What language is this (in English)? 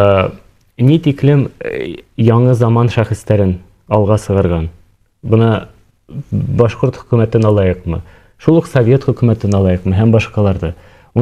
Bashkir